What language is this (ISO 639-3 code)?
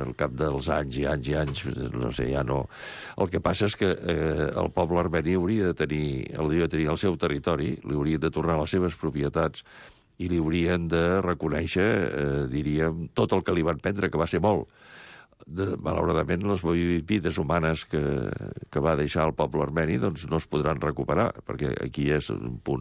cat